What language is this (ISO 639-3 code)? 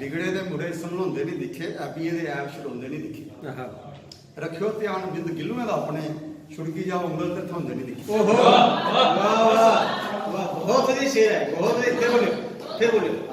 doi